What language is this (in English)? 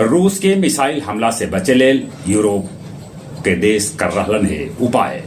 Magahi